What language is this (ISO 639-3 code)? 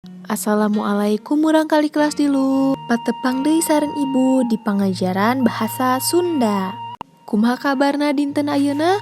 sun